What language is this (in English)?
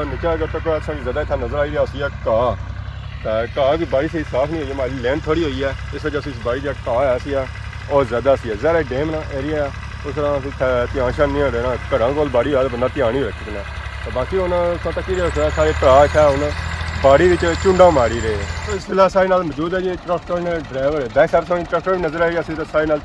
Pahari-Potwari